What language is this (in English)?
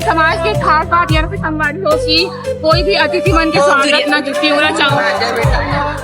Chhattisgarhi